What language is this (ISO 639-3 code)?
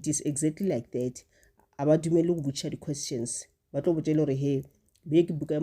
nso